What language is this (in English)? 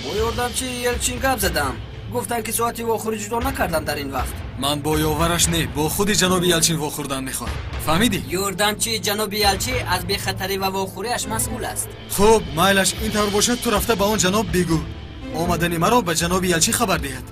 Tajik